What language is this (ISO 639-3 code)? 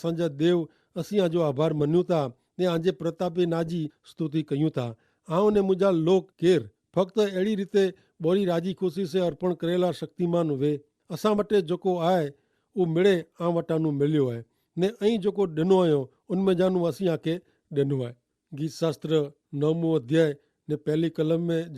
kfr